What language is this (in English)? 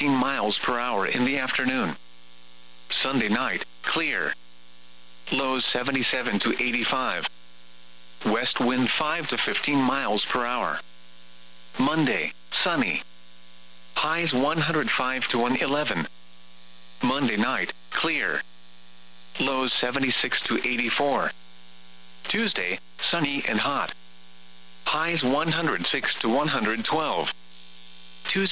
English